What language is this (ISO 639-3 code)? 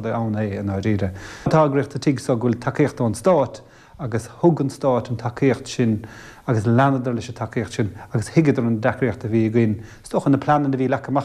gle